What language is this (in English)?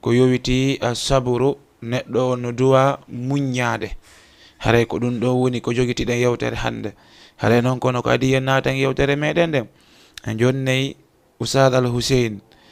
Fula